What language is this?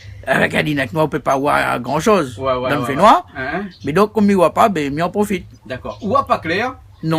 Réunion Creole French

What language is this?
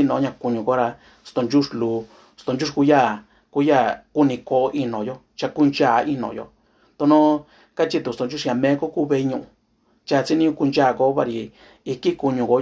Mixtepec Mixtec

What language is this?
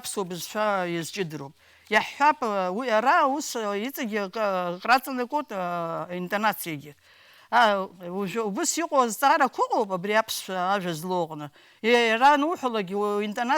Abkhazian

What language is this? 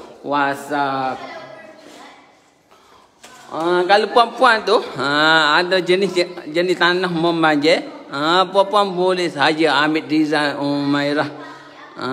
Malay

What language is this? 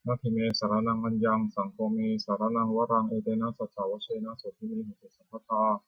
Pali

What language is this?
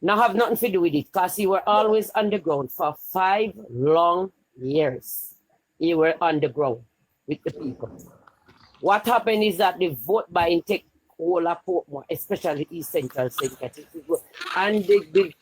Jamaican Creole English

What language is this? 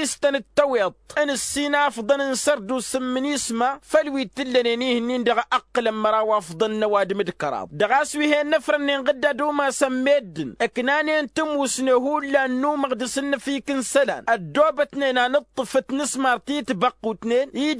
Tamasheq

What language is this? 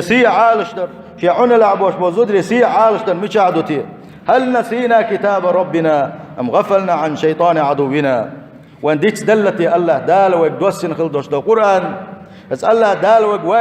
Chechen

